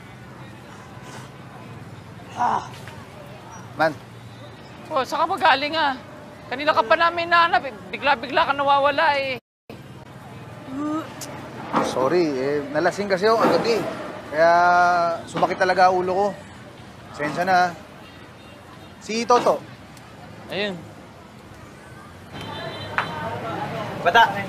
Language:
Filipino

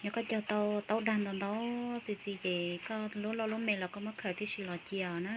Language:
Hmong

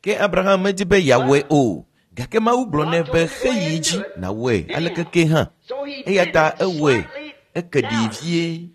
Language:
Ewe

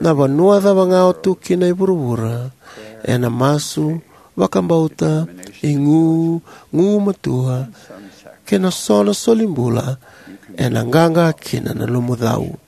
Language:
Fijian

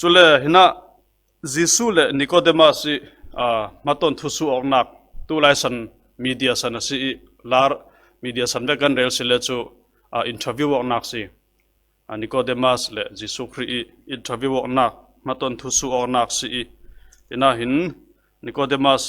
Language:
Falam Chin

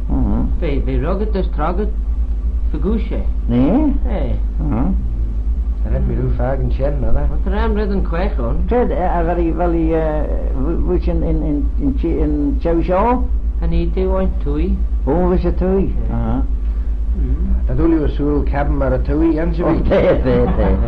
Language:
Manx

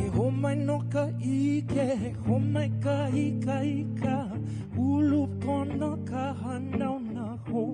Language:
Hawaiian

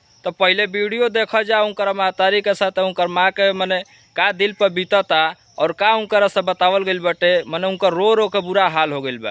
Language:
Bhojpuri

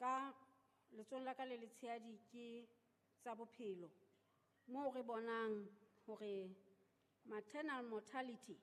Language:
Southern Sotho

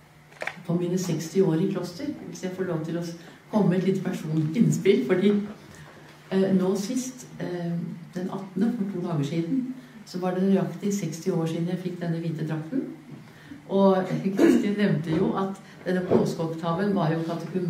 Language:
Norwegian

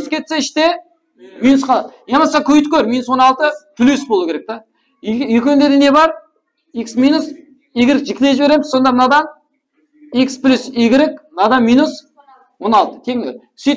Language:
Kara-Kalpak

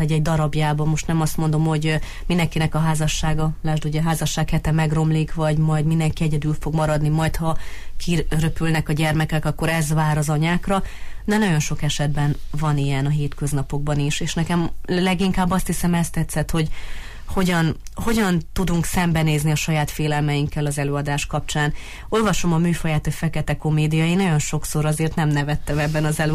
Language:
Hungarian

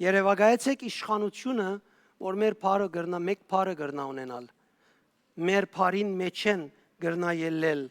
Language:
Western Armenian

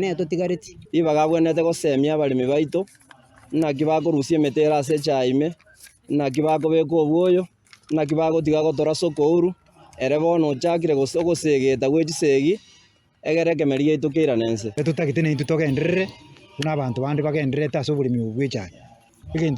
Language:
Gusii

